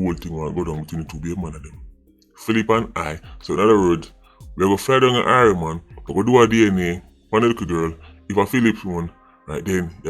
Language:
Jamaican Creole English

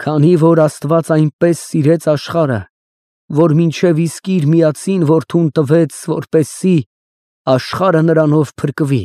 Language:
Armenian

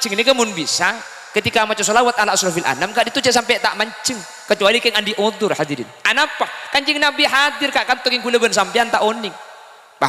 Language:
Madurese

